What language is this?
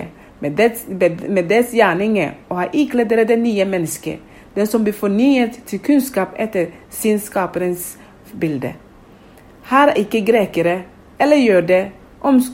Norwegian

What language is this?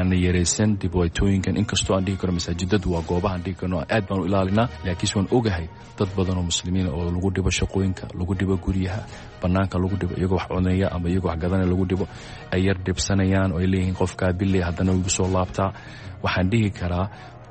Somali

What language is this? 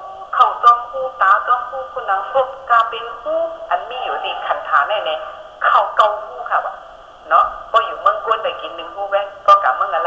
Shan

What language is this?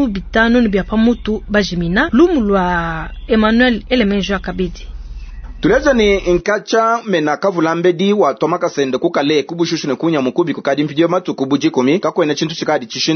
Luba-Lulua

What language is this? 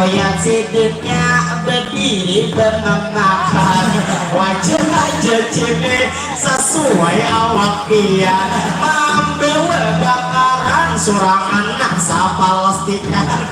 Banjar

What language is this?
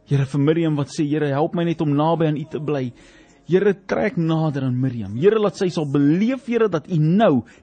Afrikaans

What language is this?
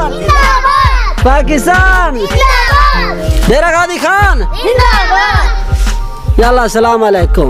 Saraiki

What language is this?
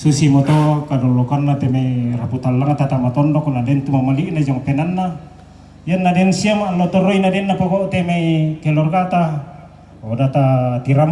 Toraja-Sa'dan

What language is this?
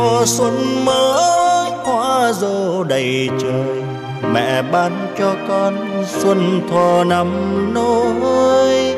Vietnamese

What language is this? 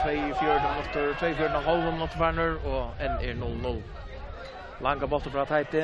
Faroese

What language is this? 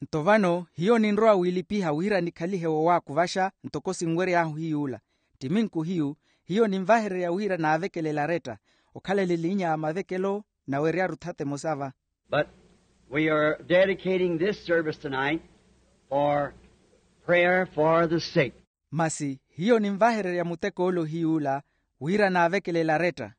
Makhuwa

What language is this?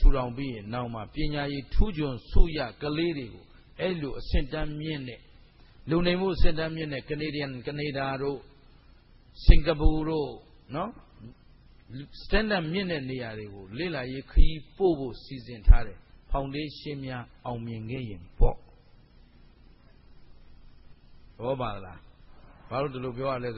Burmese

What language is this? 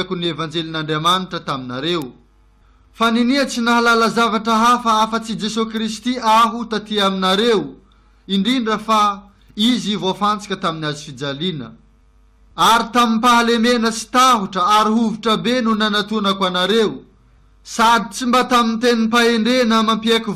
Malagasy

